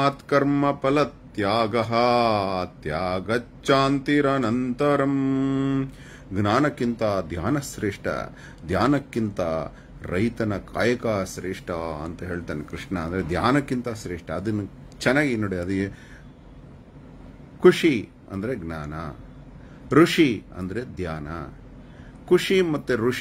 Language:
Kannada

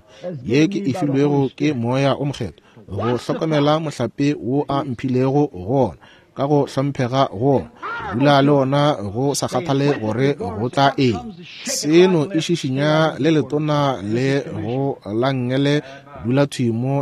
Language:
Northern Sotho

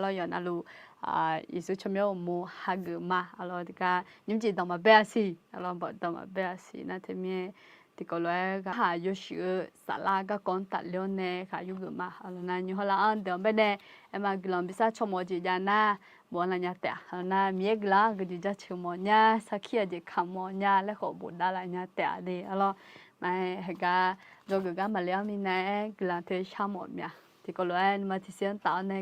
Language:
Akha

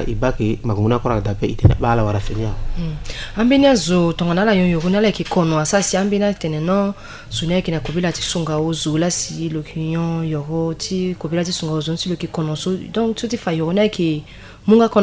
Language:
Sango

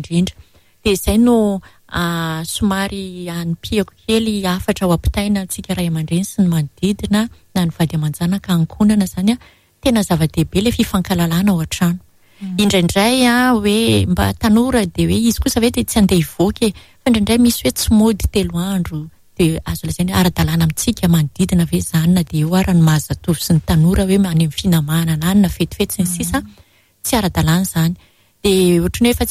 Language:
Malagasy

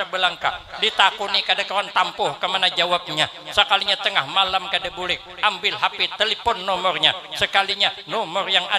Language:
Banjar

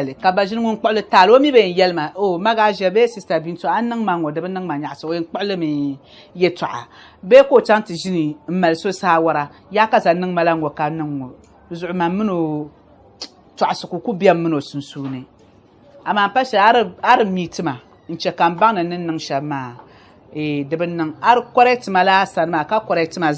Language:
Dagbani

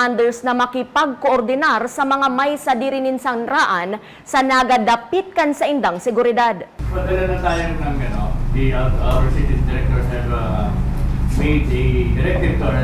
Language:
Bikol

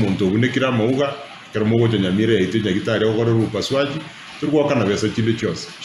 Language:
Gusii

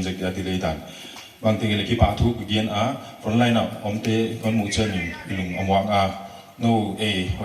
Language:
Paite Chin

